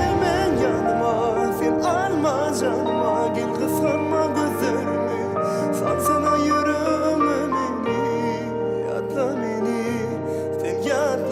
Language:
Turkmen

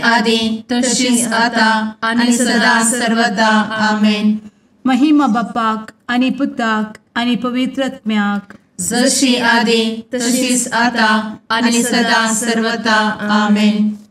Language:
Konkani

